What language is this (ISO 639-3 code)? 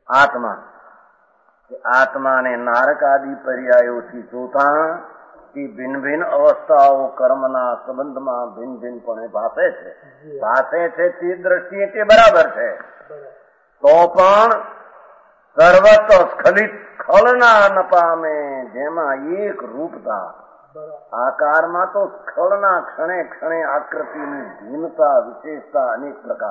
guj